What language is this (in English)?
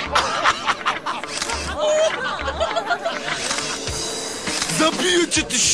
Polish